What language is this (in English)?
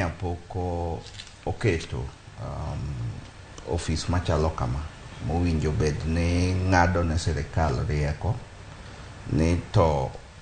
Luo (Kenya and Tanzania)